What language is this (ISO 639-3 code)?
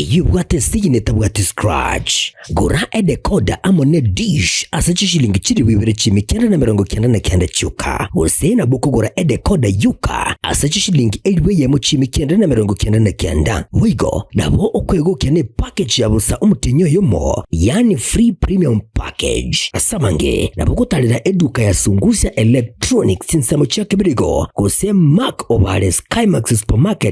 guz